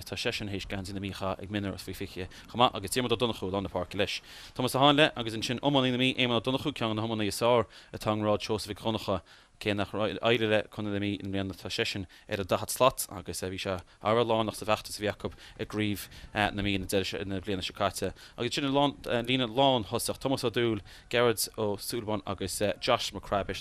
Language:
Irish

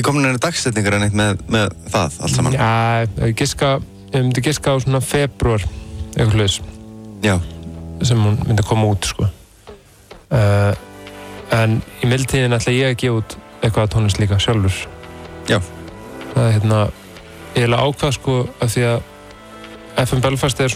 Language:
Icelandic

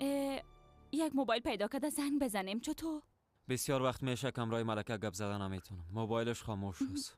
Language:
Persian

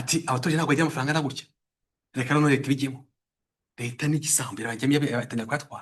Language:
Kinyarwanda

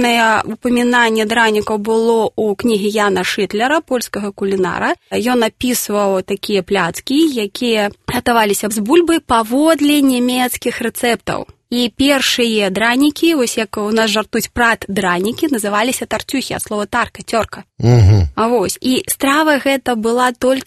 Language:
Belarusian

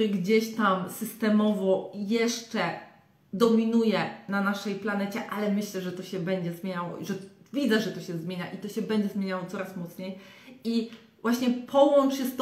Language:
Polish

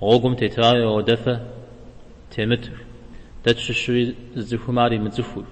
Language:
Kabardian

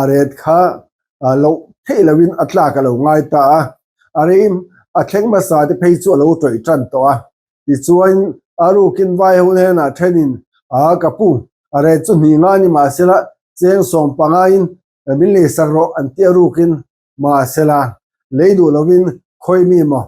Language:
Mizo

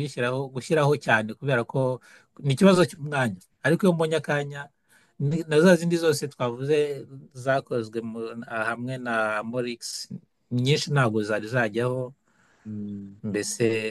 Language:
Kinyarwanda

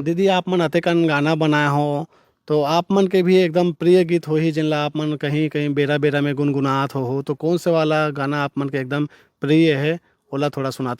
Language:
Chhattisgarhi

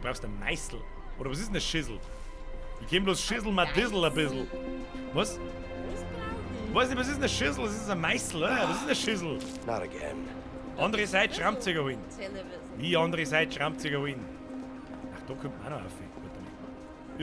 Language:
Bavarian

